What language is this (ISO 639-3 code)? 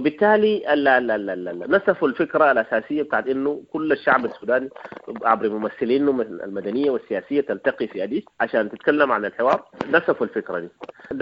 apd